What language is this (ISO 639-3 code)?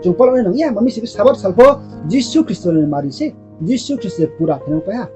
ria